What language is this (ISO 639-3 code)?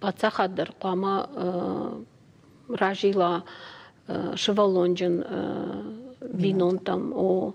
oss